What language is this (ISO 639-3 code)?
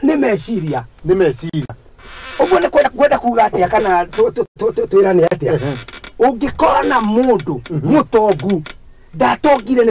kik